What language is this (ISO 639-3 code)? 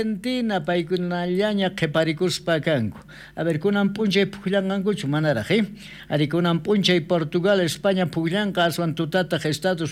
quh